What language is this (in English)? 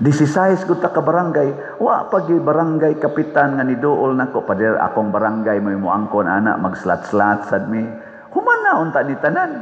Cebuano